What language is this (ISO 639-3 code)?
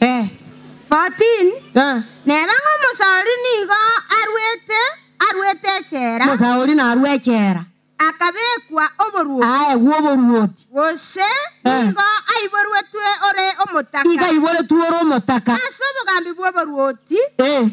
guz